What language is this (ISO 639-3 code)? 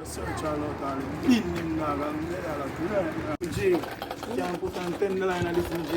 jam